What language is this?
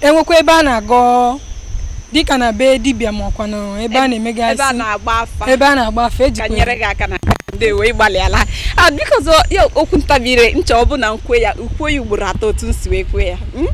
Igbo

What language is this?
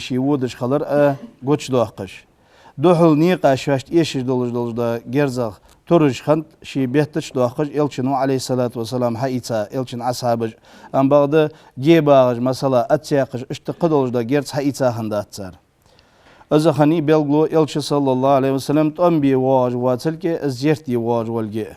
Ingush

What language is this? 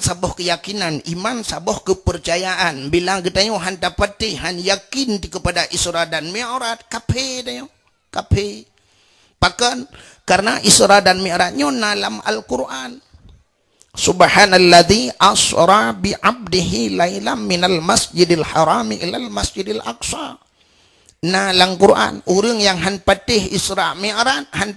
Achinese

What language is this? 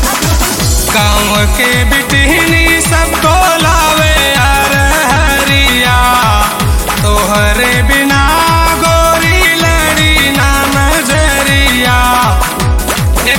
Bhojpuri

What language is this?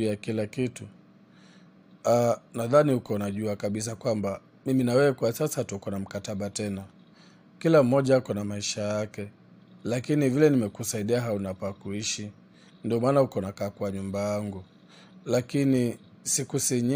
Swahili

